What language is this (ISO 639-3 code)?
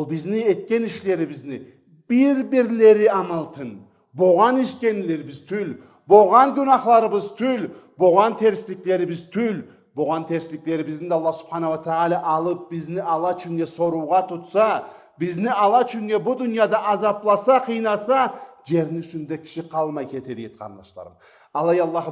krc